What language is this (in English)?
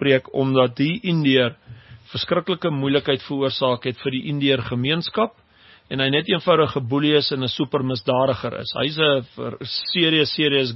Afrikaans